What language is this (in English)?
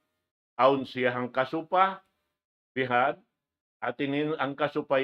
Tausug